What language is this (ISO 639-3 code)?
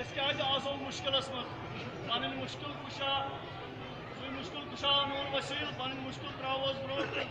kas